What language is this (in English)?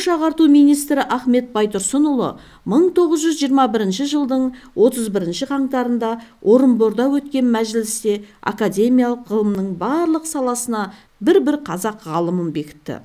Kazakh